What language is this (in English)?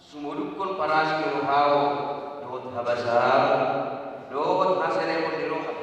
Batak Toba